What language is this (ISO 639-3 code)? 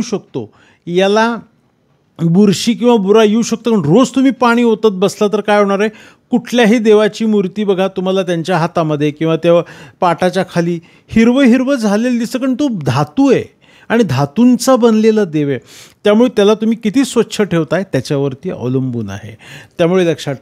mar